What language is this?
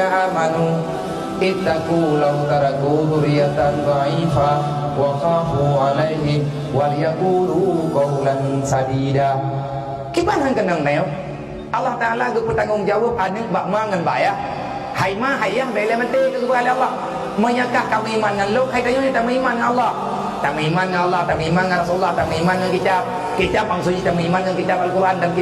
Achinese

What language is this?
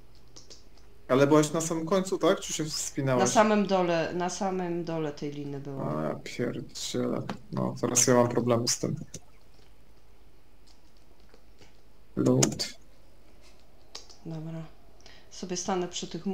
Polish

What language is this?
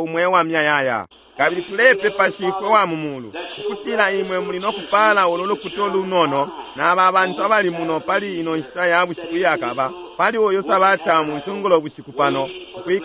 Bemba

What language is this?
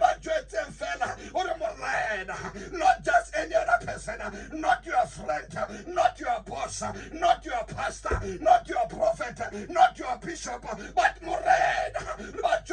Southern Sotho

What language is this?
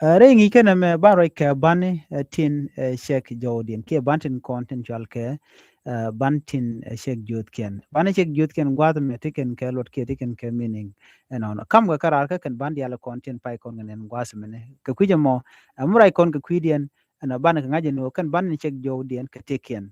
Nuer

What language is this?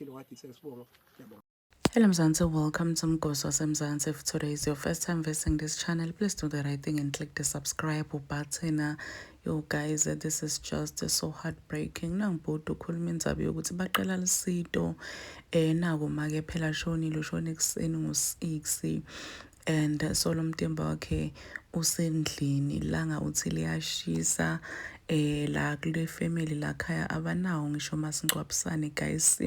Zulu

